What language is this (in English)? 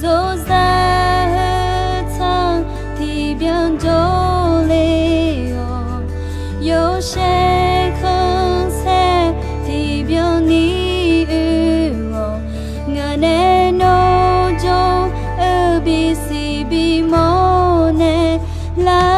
Akha